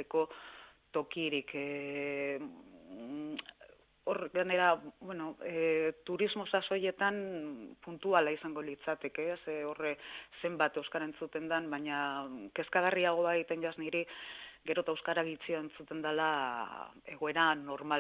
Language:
Basque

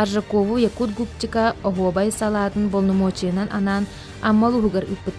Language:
Yakut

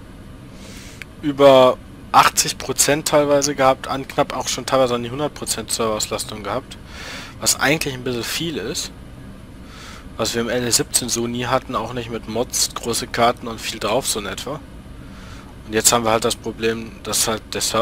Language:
German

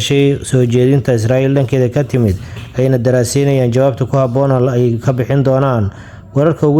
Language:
Somali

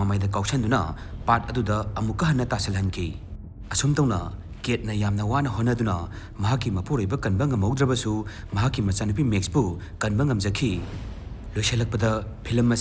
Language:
Manipuri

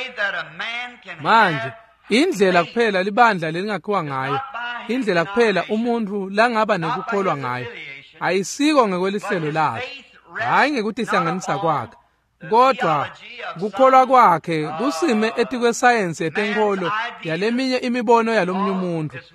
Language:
Swati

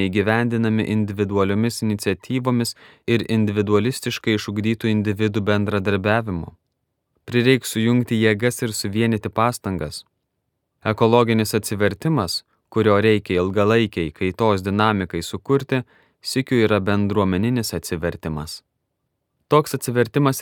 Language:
Lithuanian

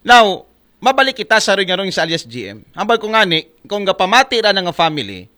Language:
Aklanon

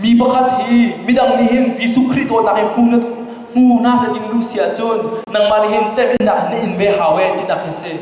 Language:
Hakha Chin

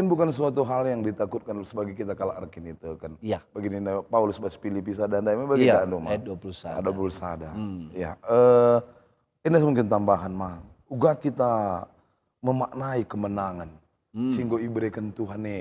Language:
Batak Karo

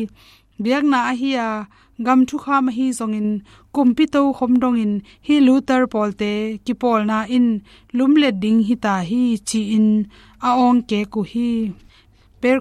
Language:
Tedim Chin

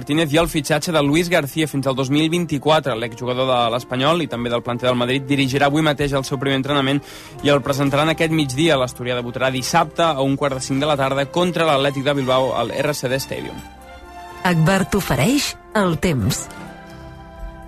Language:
Catalan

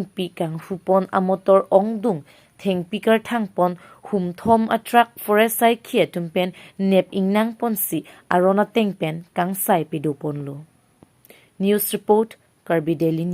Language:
Karbi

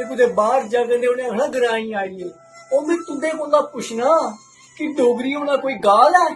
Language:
Dogri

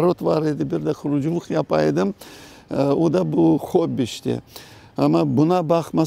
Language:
Crimean Tatar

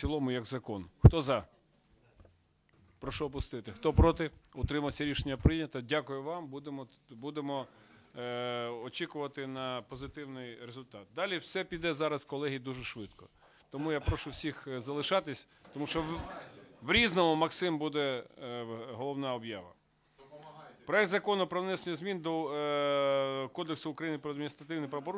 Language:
Ukrainian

